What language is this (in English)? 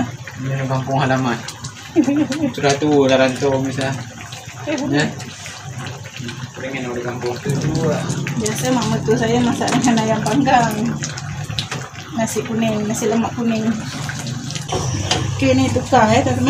Malay